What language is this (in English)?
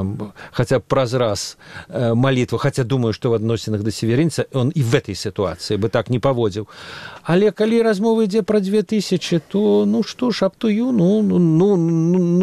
Belarusian